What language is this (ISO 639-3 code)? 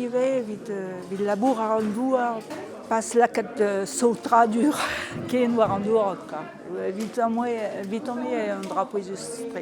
bre